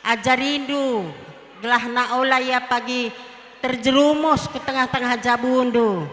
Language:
Batak Karo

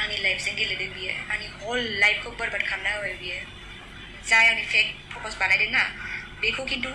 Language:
Bodo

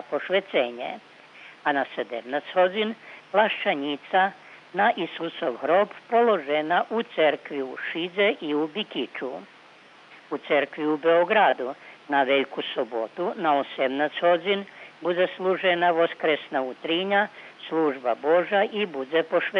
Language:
Rusyn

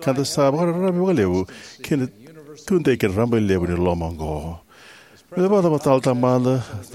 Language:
Fijian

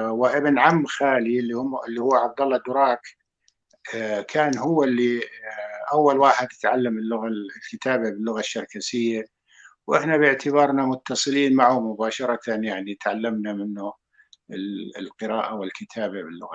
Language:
North Levantine Arabic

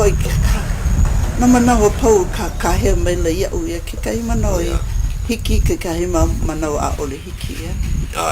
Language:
Hawaiian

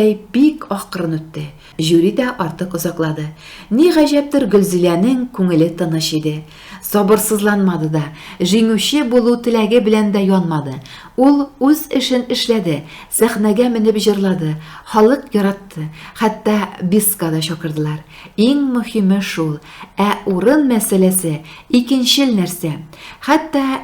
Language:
Tatar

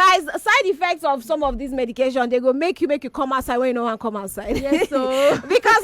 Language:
Nigerian Pidgin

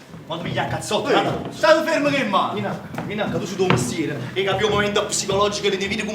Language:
Neapolitan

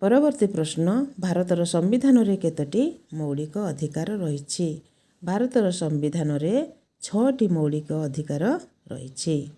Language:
Odia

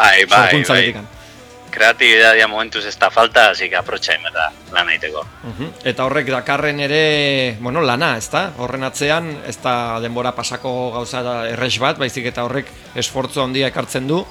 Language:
Basque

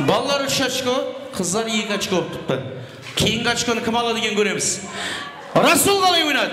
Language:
Kara-Kalpak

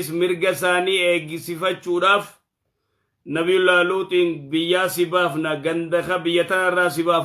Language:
Oromo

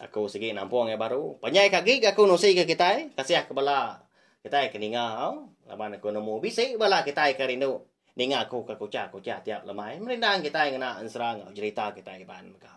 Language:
Iban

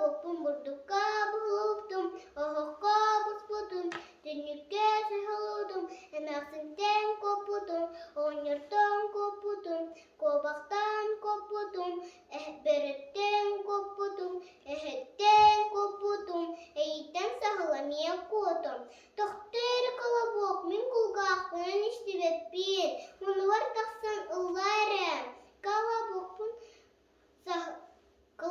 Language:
Yakut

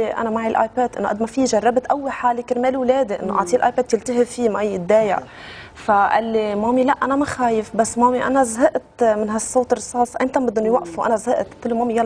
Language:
North Levantine Arabic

